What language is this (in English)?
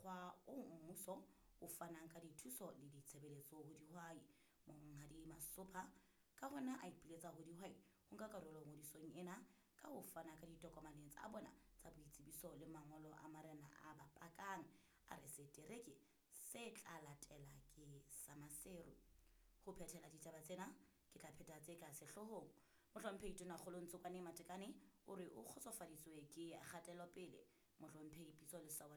Southern Sotho